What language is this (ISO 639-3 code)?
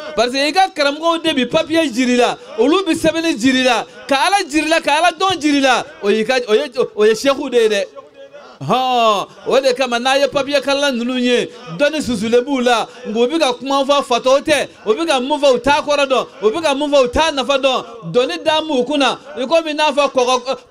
bam